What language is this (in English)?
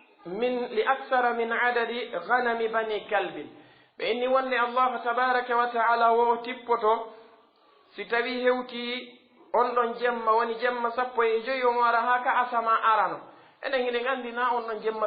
Pular